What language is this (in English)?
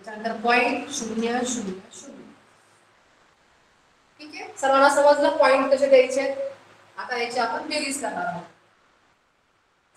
Marathi